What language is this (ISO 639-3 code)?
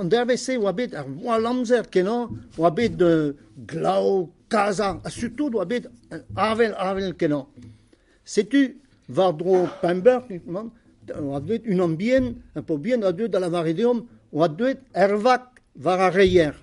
bre